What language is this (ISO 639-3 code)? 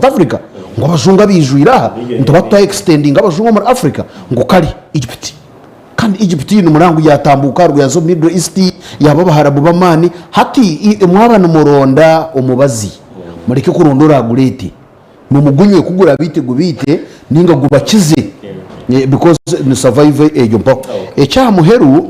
nyn